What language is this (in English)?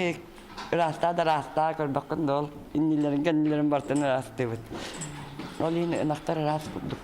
Yakut